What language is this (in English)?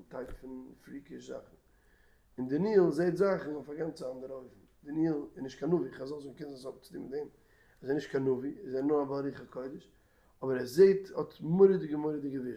Yiddish